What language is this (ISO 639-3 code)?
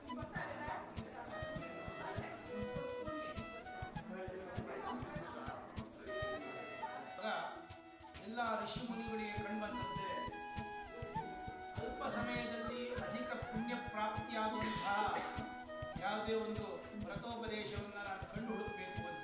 kan